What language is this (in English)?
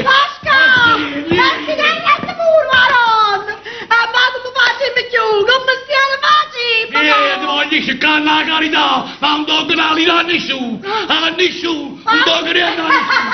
Neapolitan